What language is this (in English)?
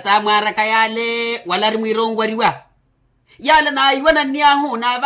Makhuwa